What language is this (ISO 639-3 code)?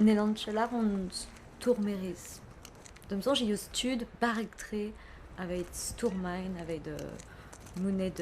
bre